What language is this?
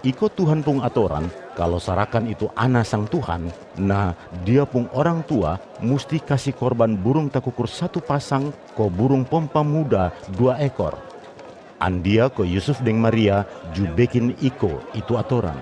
Kupang Malay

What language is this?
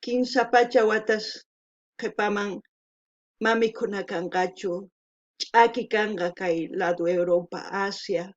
South Bolivian Quechua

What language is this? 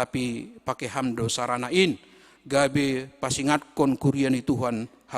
Batak Simalungun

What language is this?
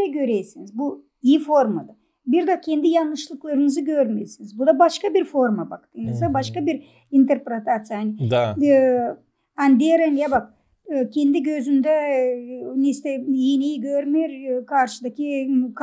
Gagauz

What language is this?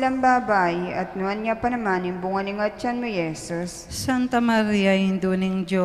Pampanga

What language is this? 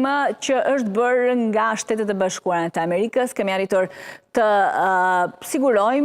Albanian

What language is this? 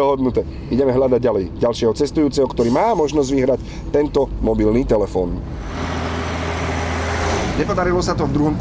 Slovak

